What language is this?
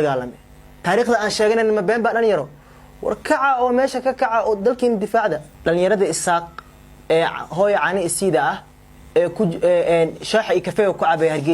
Somali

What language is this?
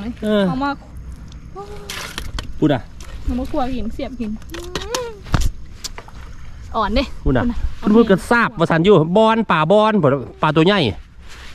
Thai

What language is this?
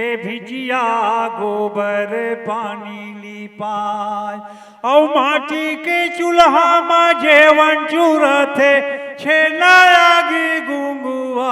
Chhattisgarhi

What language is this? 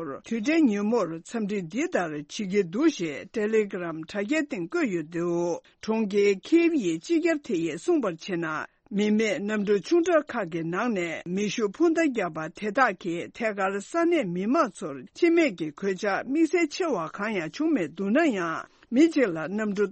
Tibetan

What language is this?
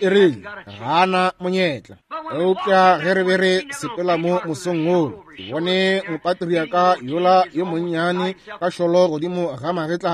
Northern Sotho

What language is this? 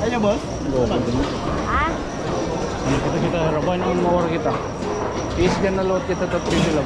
Waray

